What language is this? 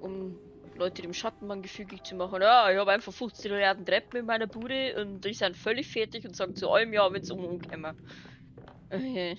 Bavarian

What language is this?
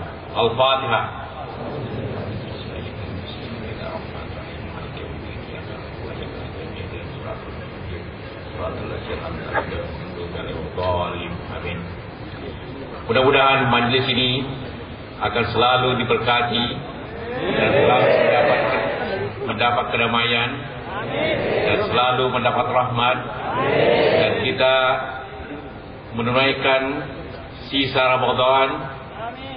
Malay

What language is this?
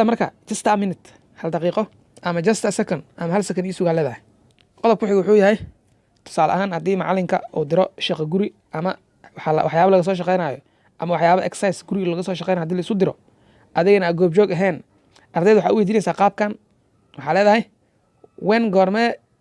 Somali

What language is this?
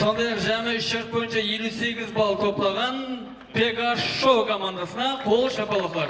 Kara-Kalpak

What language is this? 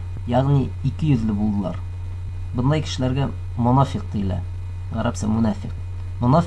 Bashkir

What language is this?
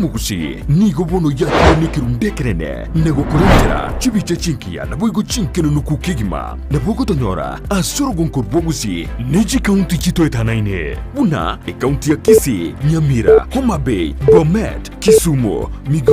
Gusii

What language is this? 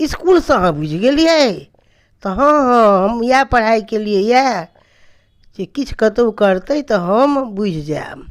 Maithili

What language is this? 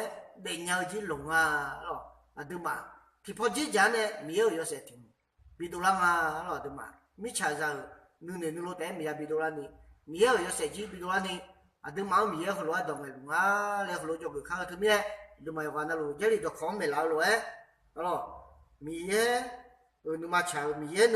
Akha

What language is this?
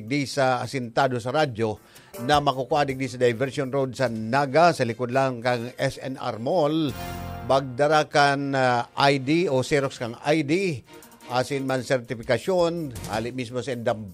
Bikol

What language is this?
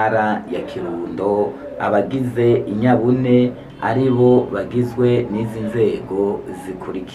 Rundi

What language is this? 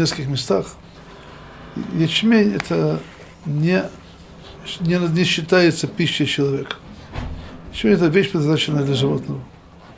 Russian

